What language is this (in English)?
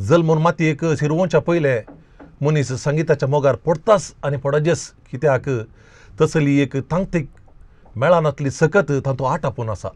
Konkani